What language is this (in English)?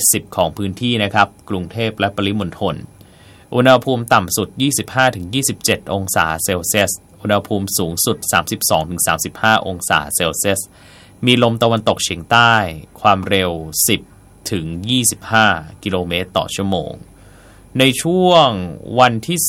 Thai